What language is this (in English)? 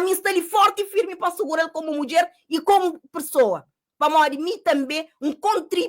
Kabuverdianu